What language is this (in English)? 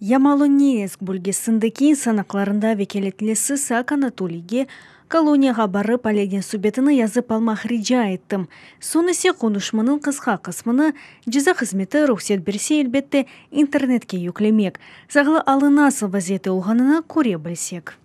Crimean Tatar